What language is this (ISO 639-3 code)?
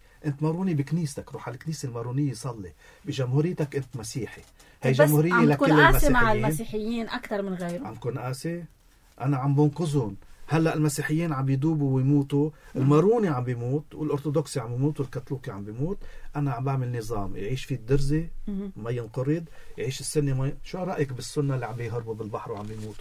apc